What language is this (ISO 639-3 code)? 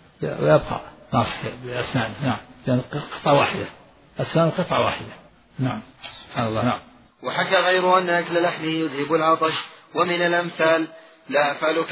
ara